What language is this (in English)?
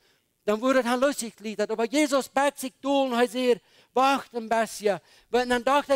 Plautdietsch